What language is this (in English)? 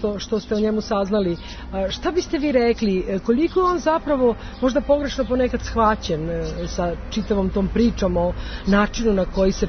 Serbian